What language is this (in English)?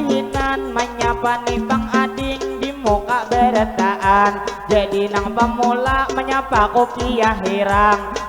Banjar